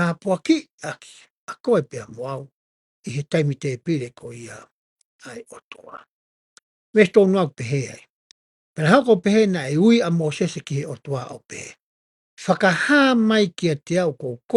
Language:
Tongan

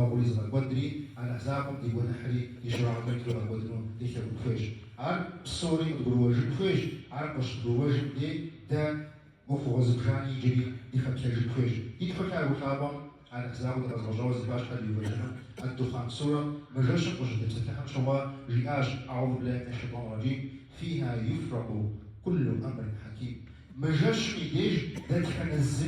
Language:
Kabardian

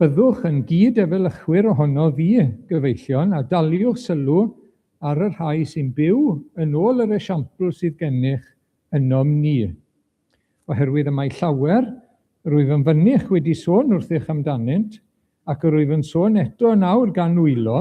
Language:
Welsh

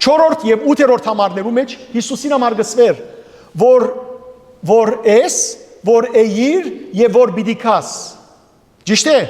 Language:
Western Armenian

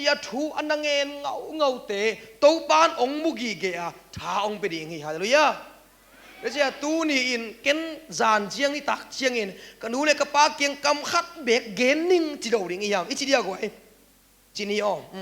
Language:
Tedim Chin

